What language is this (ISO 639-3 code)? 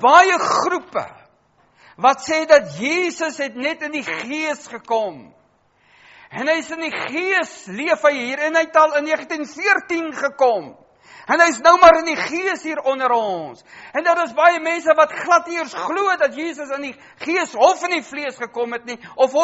afr